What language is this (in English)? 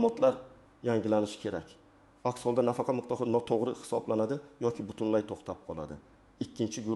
Uzbek